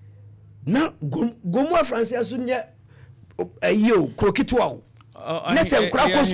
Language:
Akan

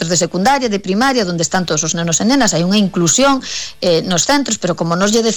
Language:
Galician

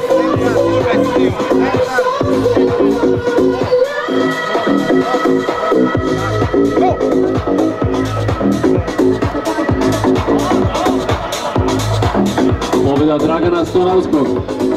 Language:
Serbian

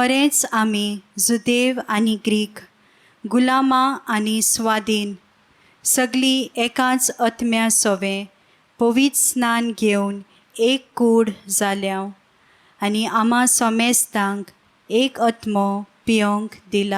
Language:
Konkani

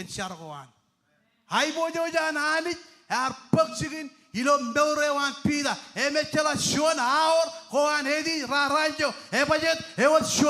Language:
Marshallese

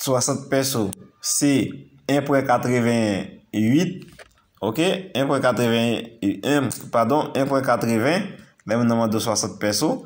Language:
Haitian Creole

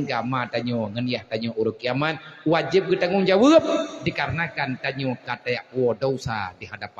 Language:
Achinese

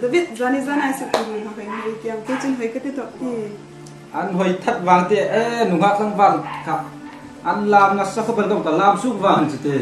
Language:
Hmar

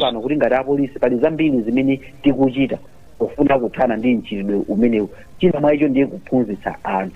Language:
Nyanja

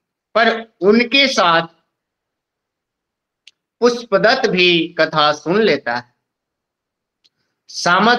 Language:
Hindi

